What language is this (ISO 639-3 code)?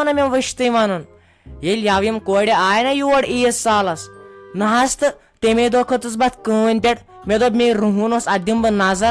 kas